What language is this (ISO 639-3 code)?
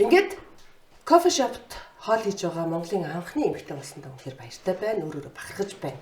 mon